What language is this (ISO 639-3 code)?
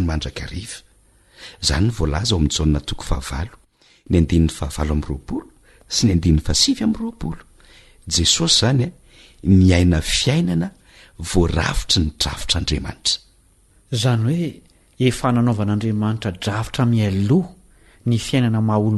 mlg